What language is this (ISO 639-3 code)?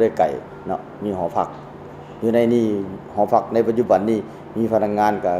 lao